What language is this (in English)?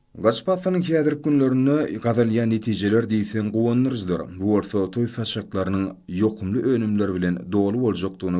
Turkmen